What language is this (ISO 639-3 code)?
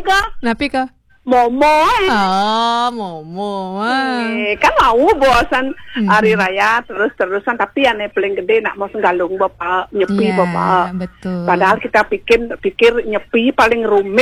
ban